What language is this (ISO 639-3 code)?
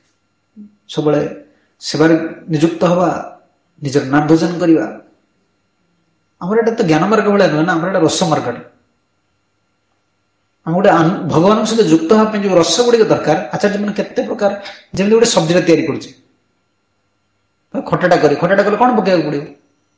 ori